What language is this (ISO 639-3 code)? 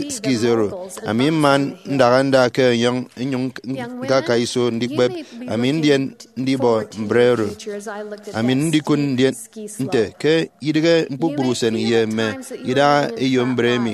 efi